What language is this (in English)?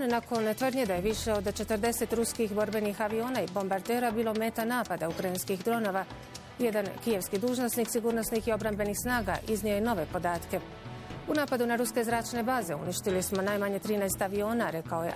Bosnian